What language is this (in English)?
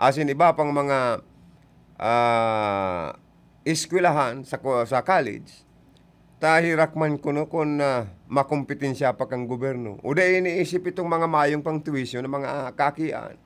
Bikol